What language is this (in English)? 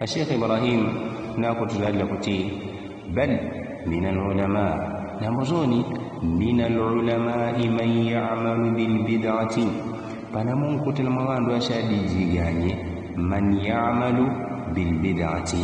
Yao